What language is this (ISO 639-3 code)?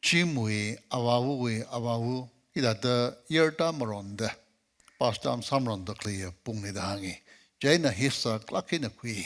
nmf